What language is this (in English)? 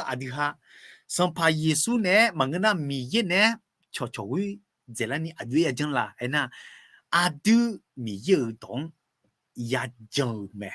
Akha